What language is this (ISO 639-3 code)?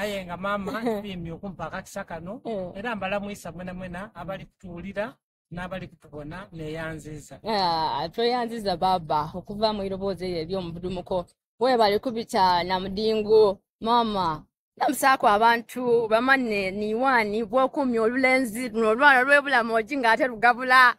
xog